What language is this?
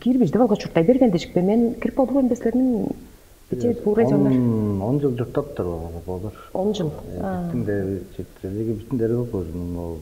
Tuvinian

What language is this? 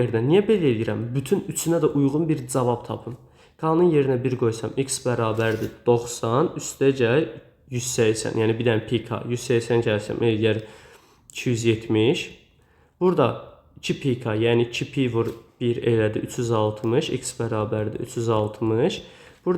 Azerbaijani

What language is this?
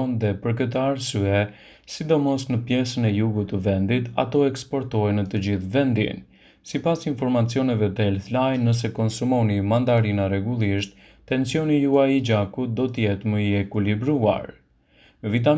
Albanian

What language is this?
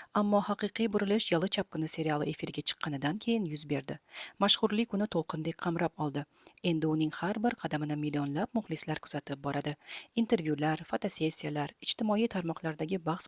Uzbek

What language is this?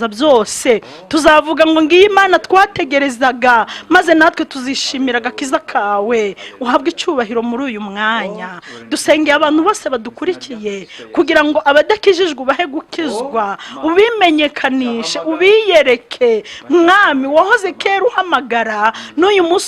Kinyarwanda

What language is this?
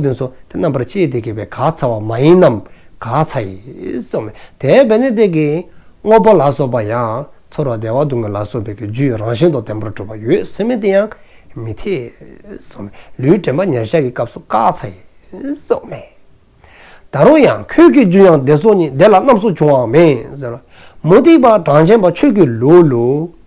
Dzongkha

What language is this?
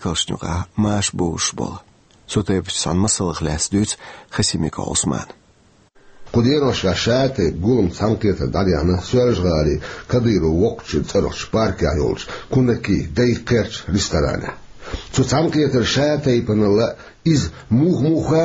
Chechen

